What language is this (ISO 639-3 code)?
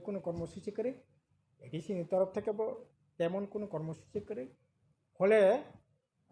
trp